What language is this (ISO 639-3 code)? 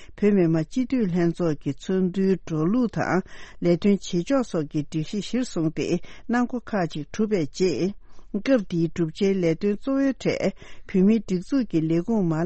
bod